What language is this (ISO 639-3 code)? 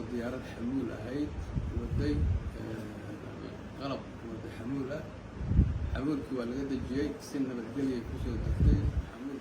som